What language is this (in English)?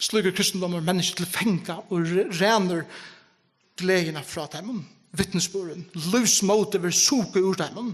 Faroese